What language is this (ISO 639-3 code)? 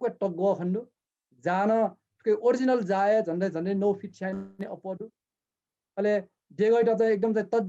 new